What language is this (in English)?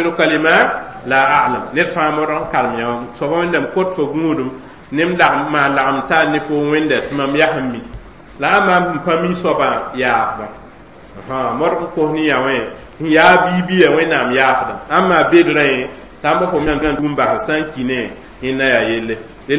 Mossi